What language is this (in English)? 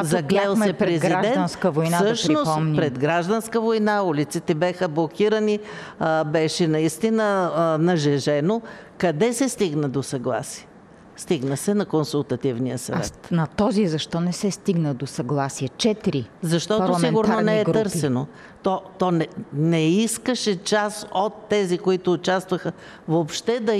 Bulgarian